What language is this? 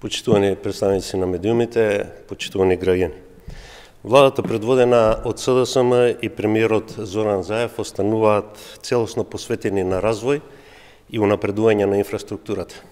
Macedonian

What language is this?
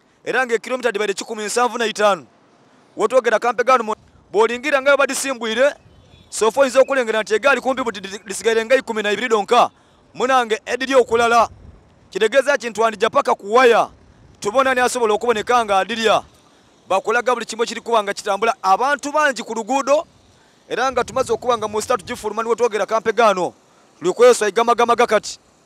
Soga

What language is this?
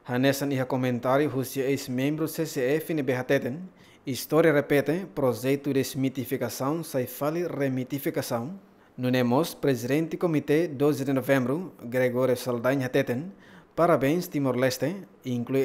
Tetum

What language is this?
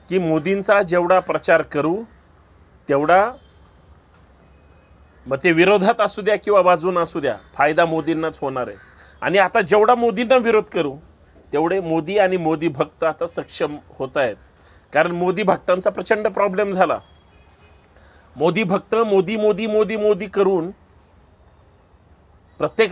Marathi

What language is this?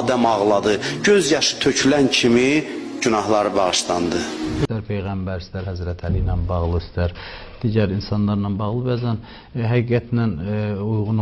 Azerbaijani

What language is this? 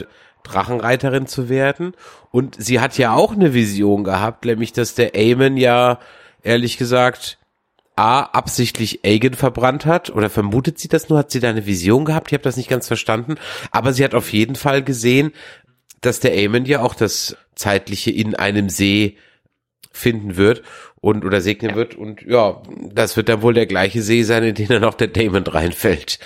German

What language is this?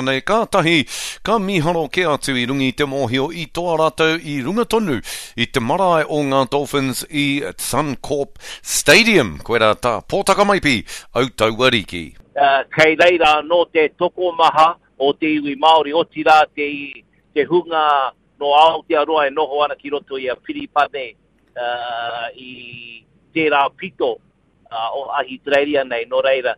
Māori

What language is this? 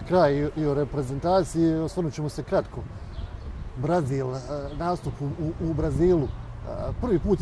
Bosnian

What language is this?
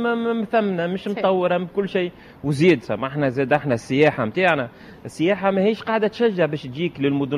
Tunisian Arabic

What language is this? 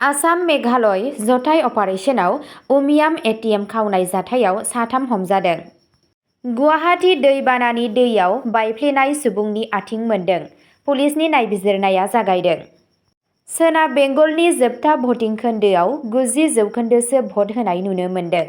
Bodo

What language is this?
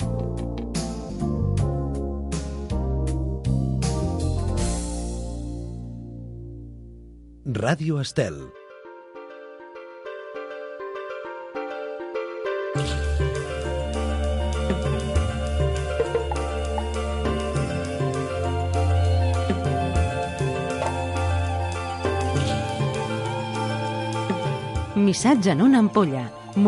Catalan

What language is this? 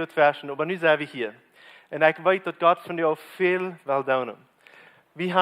Plautdietsch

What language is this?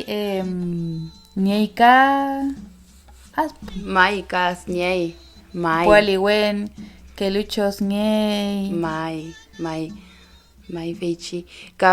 Mapuche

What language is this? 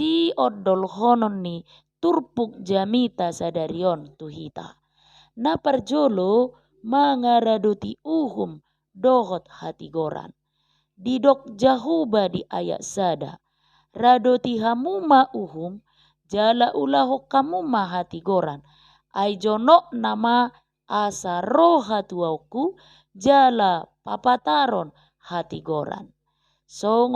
Batak Toba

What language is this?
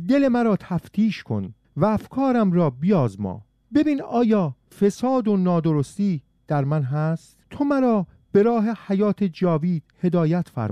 Persian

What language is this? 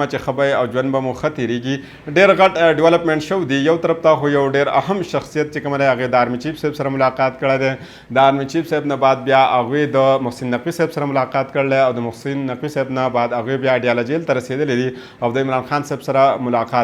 Pashto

